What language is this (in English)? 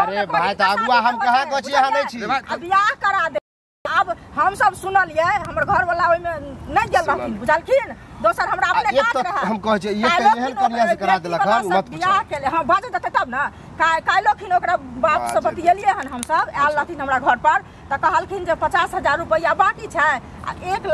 Maithili